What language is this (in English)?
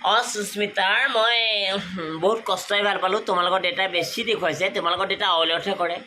Assamese